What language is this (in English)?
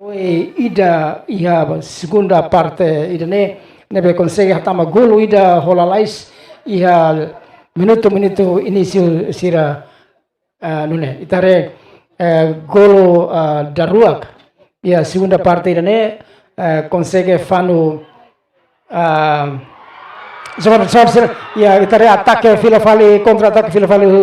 Tetum